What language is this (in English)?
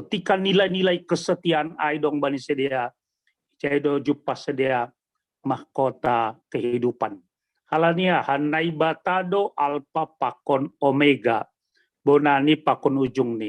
Batak Simalungun